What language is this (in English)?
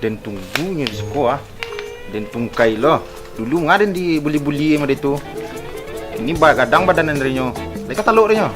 Minangkabau